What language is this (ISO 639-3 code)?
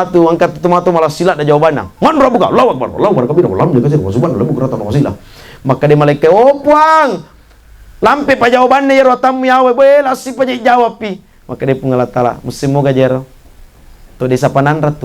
bug